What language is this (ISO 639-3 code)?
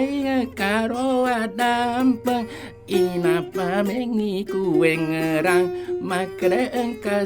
bug